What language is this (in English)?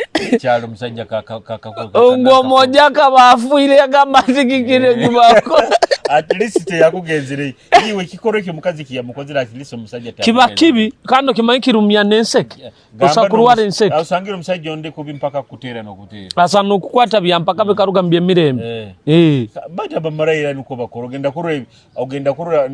Nyoro